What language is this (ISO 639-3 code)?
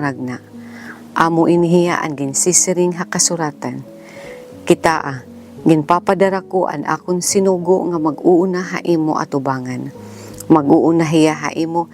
war